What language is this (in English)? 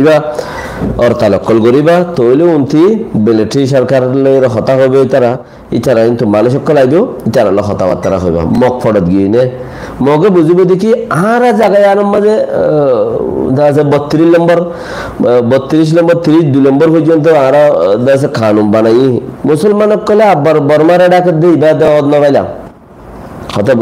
Rohingya